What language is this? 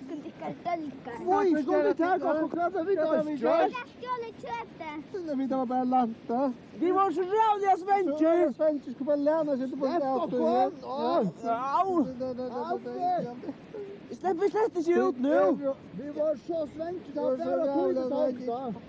Faroese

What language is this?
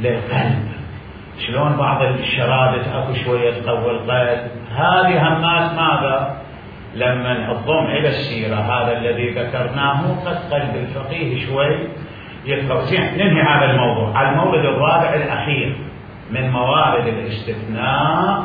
Mesopotamian Arabic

